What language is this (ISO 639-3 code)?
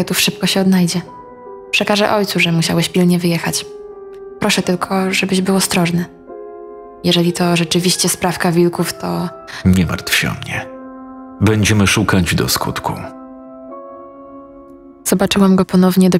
pol